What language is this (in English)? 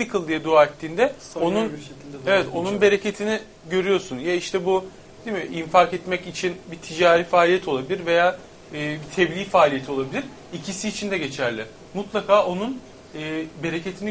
Turkish